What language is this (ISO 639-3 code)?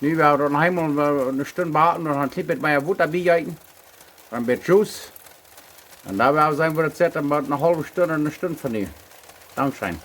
pdt